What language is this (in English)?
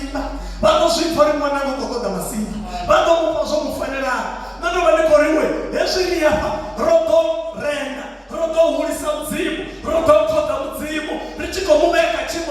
Venda